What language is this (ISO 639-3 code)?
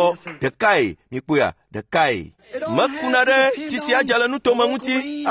ewe